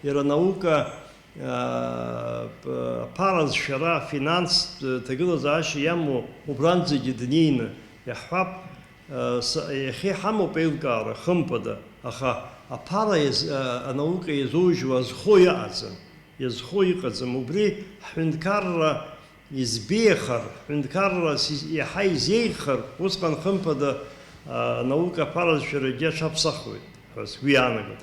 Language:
Abkhazian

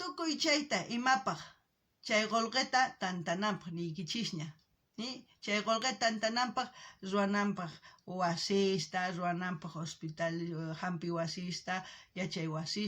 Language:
South Bolivian Quechua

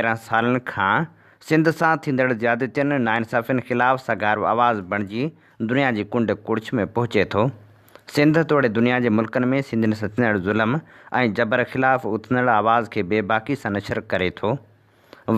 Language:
Sindhi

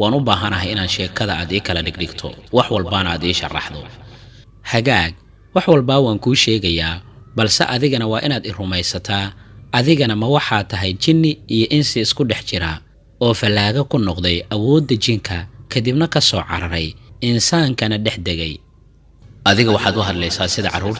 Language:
Somali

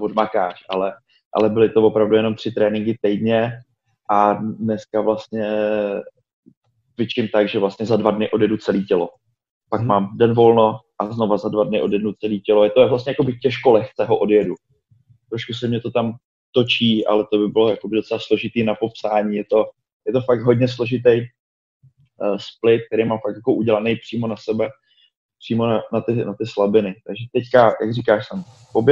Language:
Czech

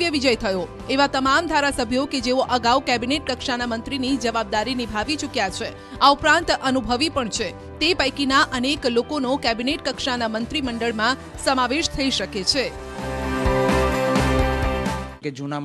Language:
Gujarati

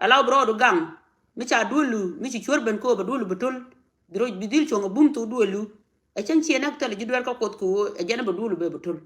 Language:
Nuer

